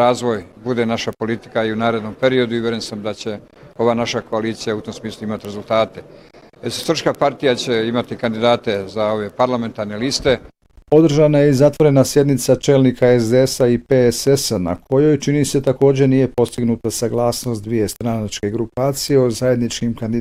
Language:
Bosnian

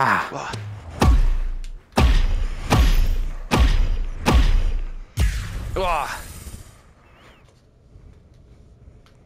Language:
German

